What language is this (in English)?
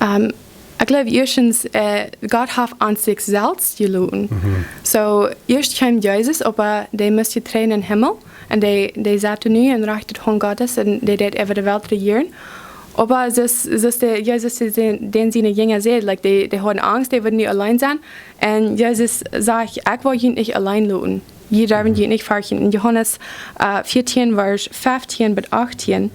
Plautdietsch